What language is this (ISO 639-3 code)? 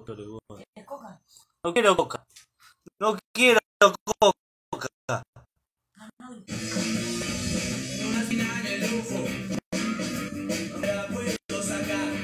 spa